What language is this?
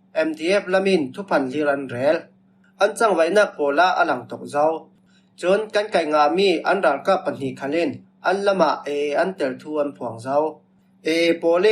Falam Chin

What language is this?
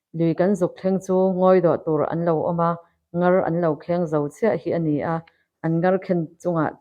Mizo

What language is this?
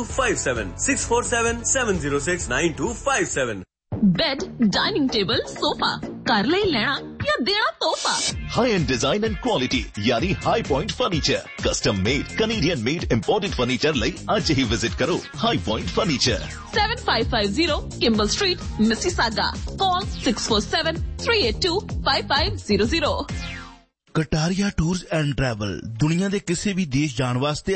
Punjabi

